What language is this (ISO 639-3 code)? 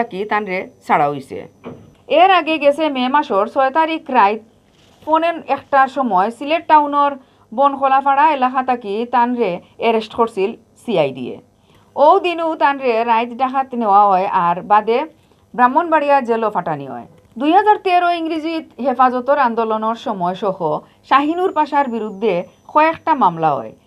syl